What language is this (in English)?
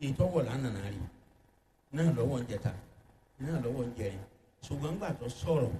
Yoruba